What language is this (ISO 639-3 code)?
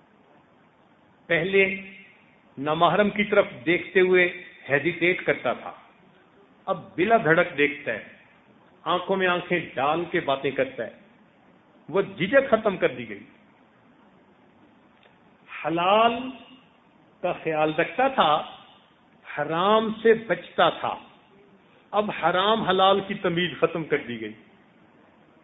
urd